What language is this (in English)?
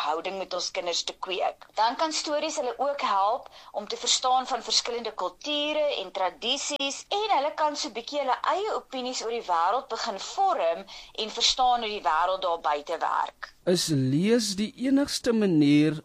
Afrikaans